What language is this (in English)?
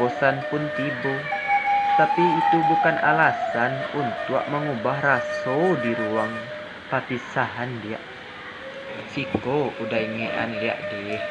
Minangkabau